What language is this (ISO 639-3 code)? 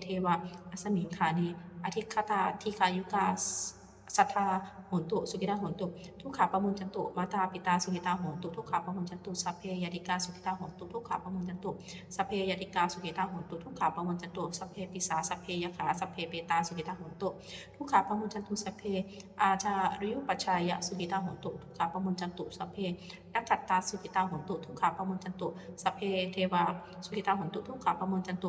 pli